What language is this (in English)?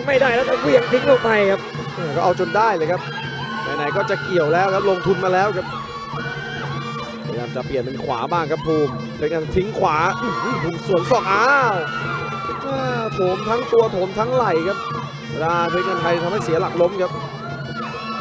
Thai